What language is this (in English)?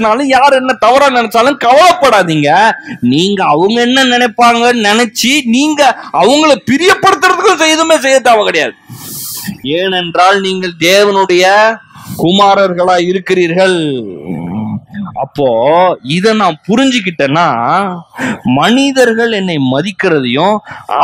Tamil